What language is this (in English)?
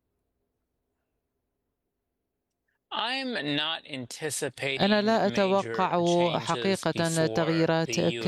Arabic